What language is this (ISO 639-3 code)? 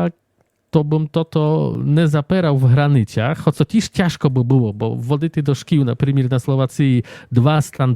rue